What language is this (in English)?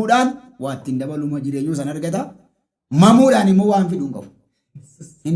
Oromo